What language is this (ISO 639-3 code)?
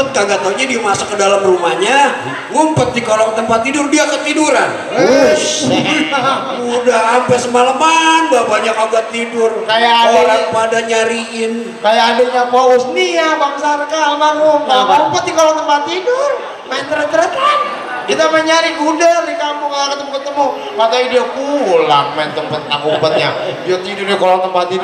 bew